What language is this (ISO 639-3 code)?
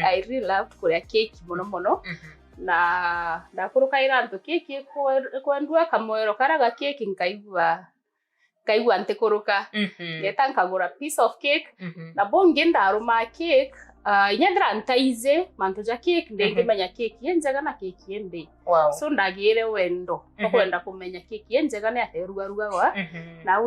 mer